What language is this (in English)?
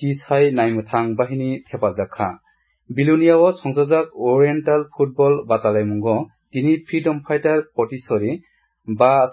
Kok Borok